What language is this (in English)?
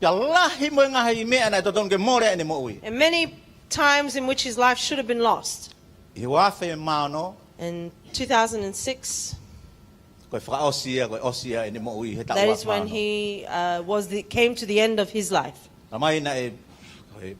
Tongan